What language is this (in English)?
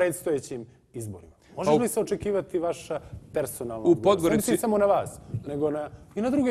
Serbian